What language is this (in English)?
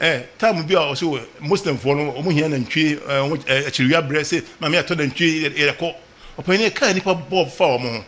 Akan